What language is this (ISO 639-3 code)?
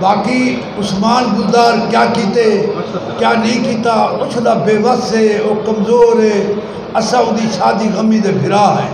skr